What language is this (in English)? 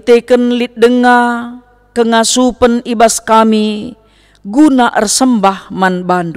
Batak Karo